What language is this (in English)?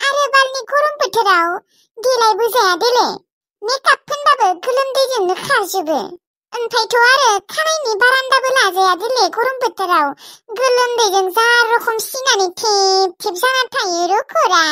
Bodo